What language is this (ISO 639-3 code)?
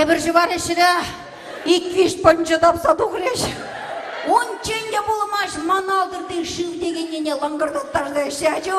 chv